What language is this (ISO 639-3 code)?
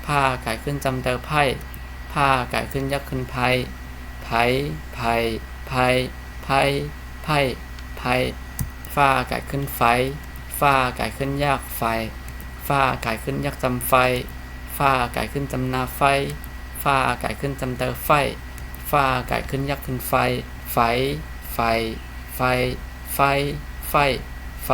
shn